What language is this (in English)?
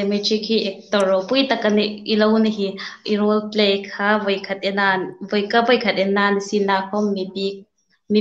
Hmar